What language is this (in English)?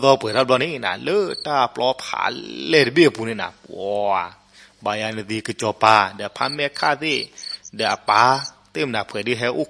S'gaw Karen